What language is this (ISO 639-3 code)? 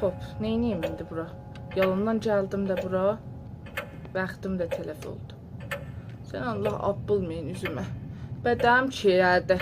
azb